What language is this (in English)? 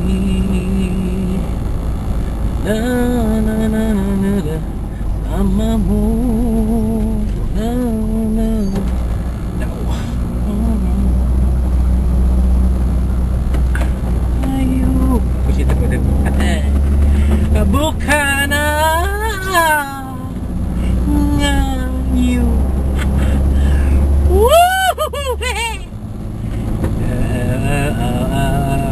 Malay